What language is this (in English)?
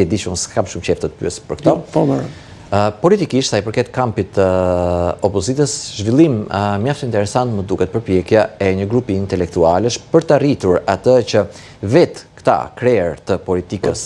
Albanian